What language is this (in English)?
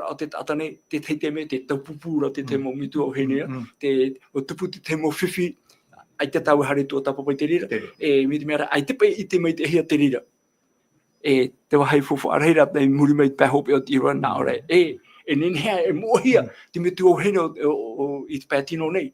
Tahitian